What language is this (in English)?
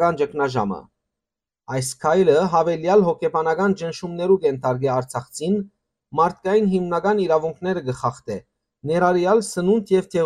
Western Armenian